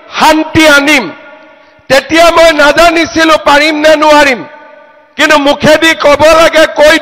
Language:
Assamese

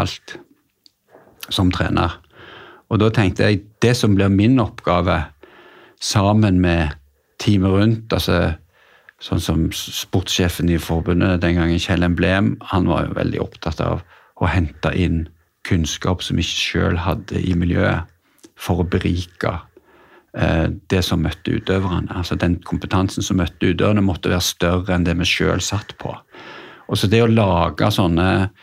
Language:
Norwegian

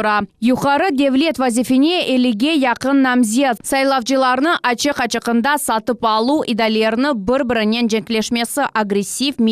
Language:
Crimean Tatar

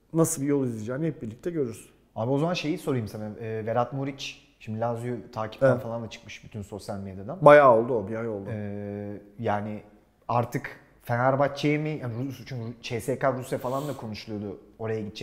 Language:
Turkish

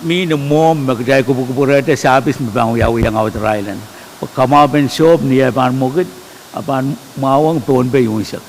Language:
Pohnpeian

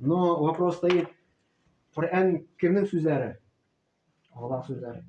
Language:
Tatar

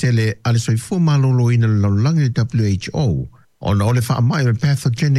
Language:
Samoan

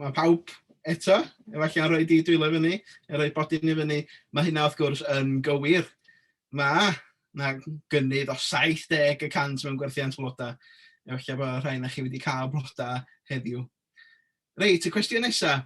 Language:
Welsh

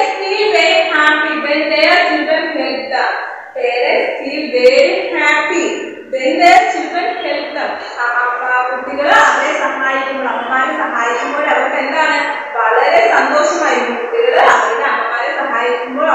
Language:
Malayalam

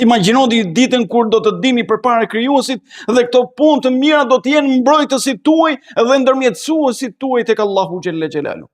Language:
Albanian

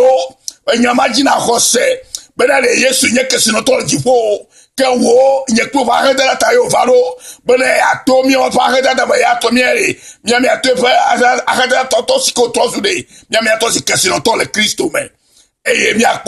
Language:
Ewe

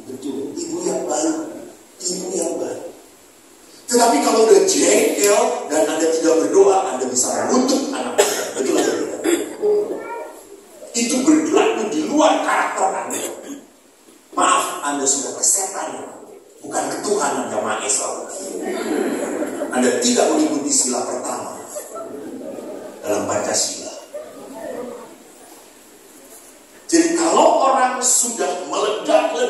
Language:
Indonesian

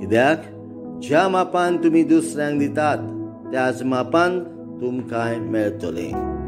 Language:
Konkani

